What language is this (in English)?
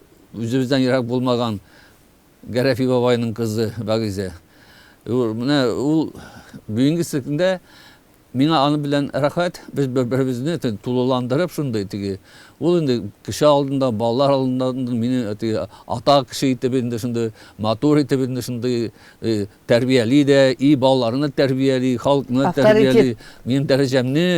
Tatar